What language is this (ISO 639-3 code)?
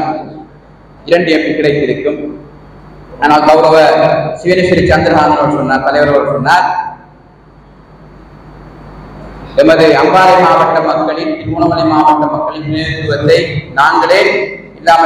tam